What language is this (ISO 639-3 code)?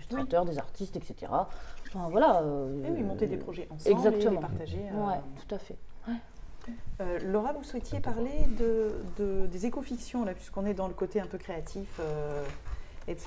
fra